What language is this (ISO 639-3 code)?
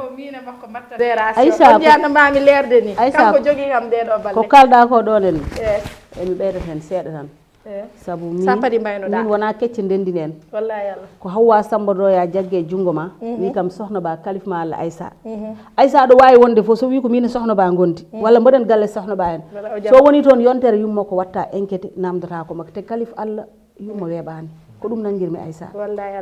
ful